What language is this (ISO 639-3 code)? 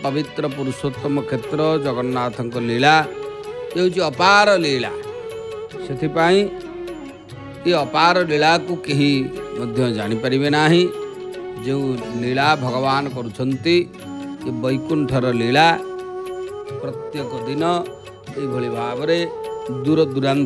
ori